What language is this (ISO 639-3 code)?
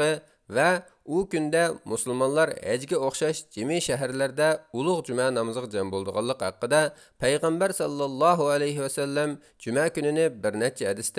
uig